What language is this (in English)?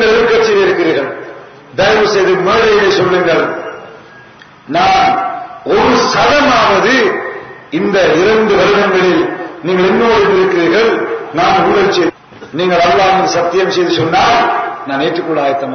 Tamil